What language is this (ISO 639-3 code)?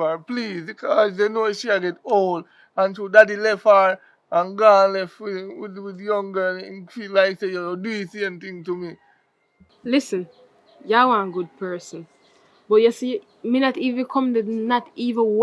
jam